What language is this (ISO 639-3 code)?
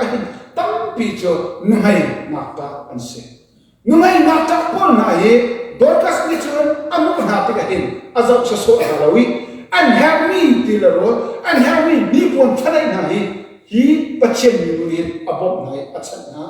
cnh